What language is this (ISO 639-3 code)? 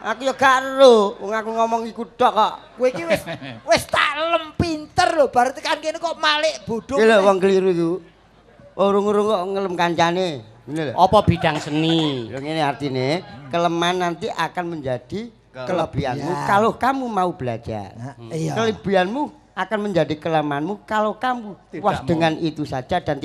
jav